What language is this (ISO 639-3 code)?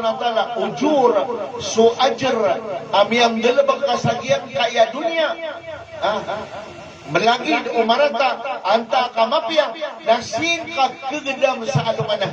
mrw